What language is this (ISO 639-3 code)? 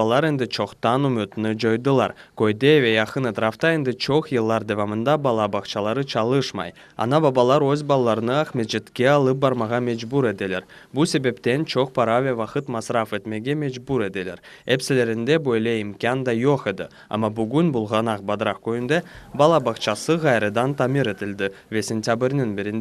crh